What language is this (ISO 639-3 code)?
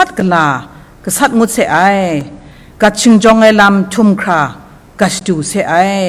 kac